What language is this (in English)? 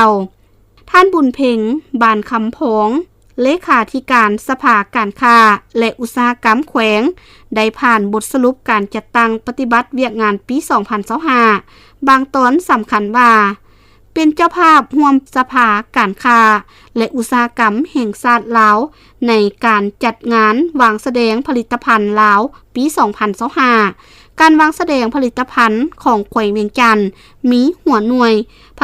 Lao